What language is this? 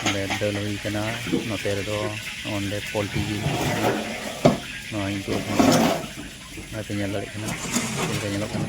Santali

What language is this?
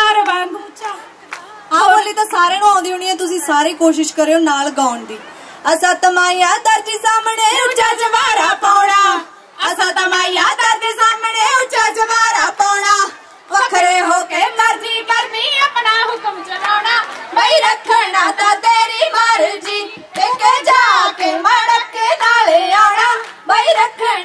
Punjabi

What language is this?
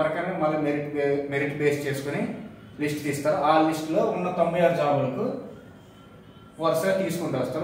Telugu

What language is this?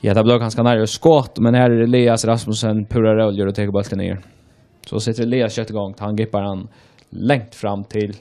Faroese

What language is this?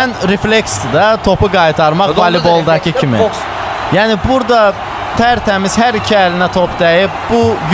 Azerbaijani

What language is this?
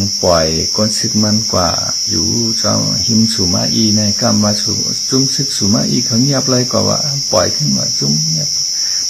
Shan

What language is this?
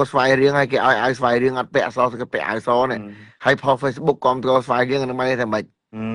Khmer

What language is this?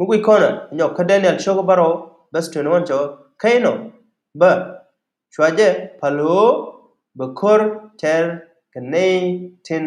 Nuer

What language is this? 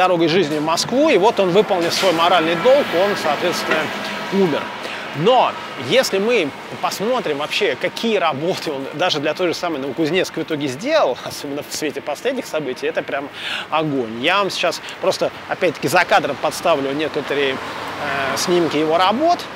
Russian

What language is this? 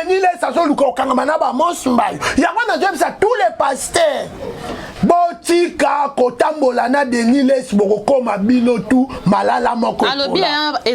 Lingala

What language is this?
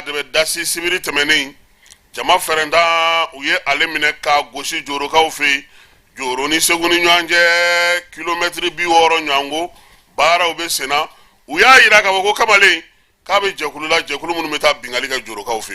Bambara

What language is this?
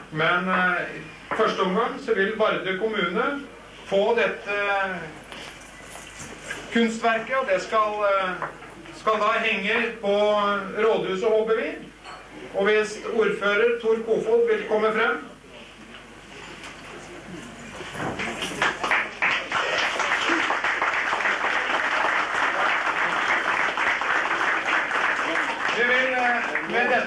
Norwegian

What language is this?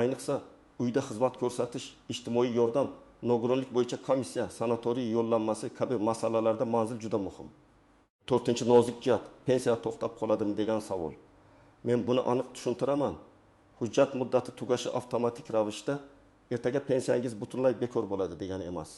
Uzbek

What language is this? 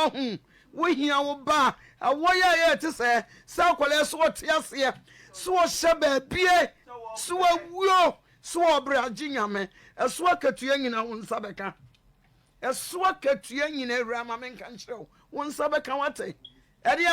Akan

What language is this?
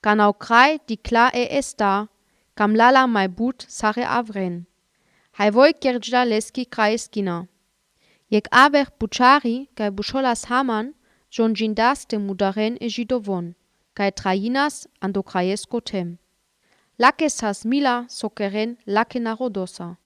Romany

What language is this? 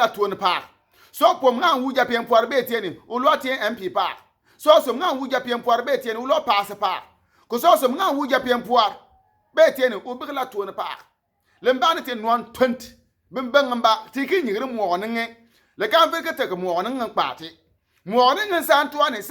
Bimoba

